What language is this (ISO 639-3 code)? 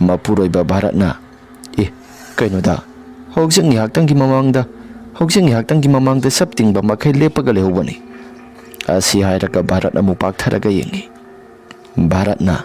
mni